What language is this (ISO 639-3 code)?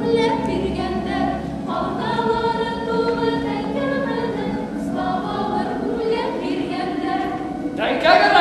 bak